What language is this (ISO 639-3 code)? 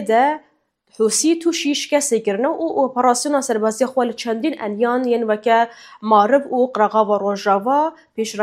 kur